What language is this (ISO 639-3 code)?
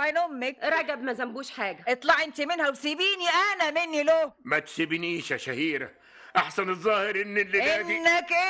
arz